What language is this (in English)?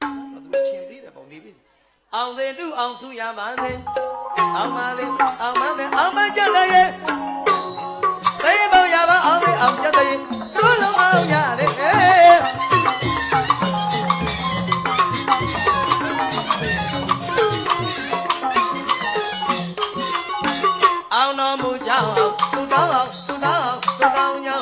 Burmese